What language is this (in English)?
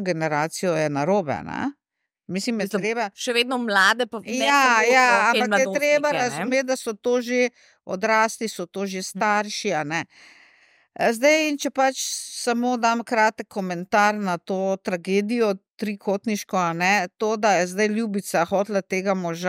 Slovenian